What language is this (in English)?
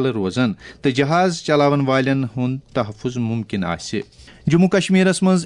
Kashmiri